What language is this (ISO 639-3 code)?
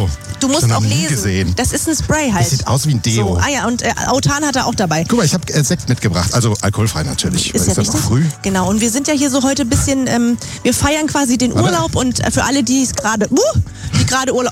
deu